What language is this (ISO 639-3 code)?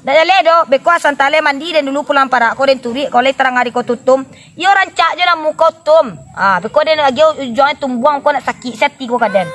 min